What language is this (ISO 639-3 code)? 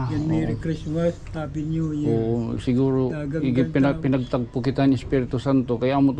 war